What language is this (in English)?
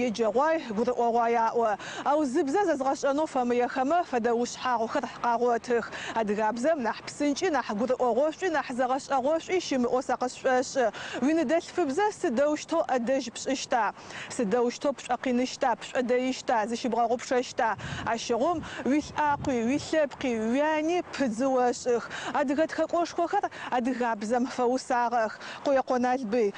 Adyghe